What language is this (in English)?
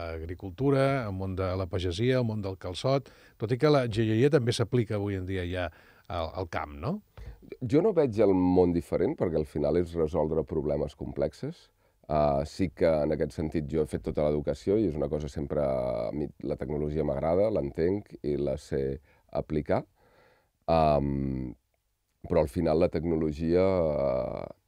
Catalan